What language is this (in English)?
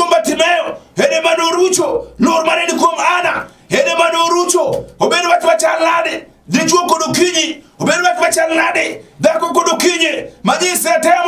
Luo (Kenya and Tanzania)